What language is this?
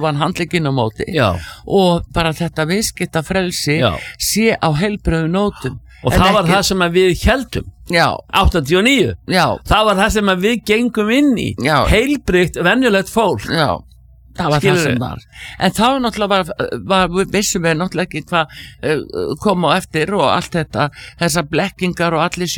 Icelandic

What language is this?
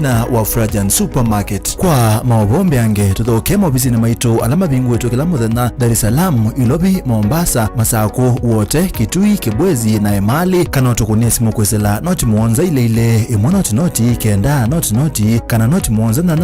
Kamba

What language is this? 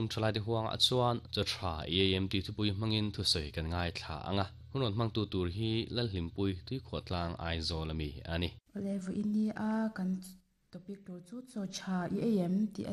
Mizo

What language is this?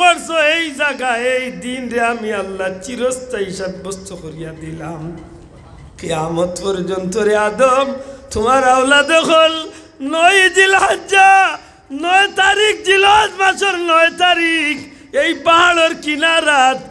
Sylheti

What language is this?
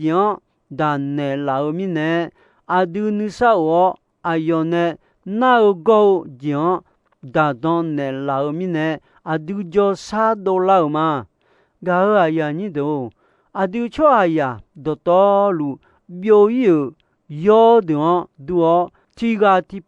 Akha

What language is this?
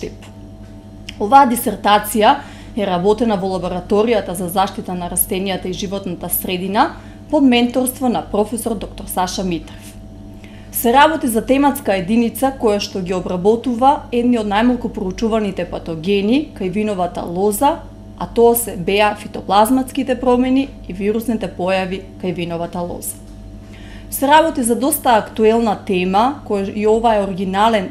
Macedonian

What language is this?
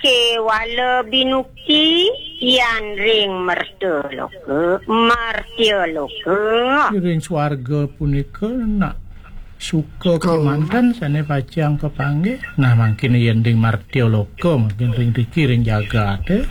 Balinese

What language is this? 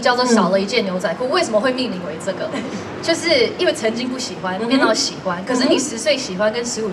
Chinese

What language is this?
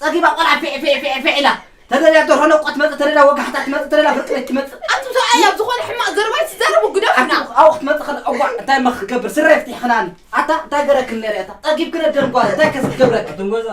Tigrinya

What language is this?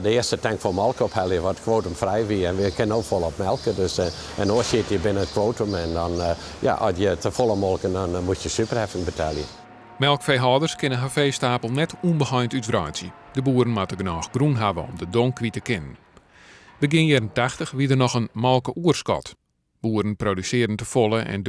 Western Frisian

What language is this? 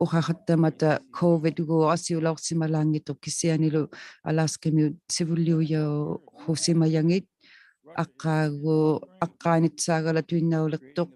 Inuktitut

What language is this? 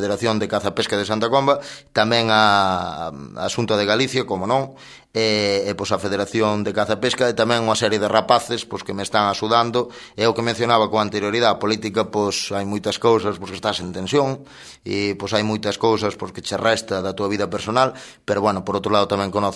Galician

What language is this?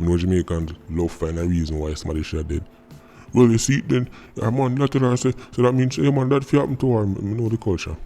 Jamaican Creole English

